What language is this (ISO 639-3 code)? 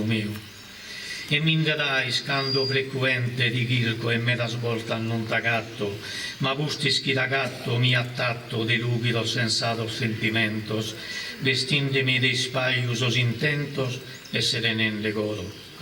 srd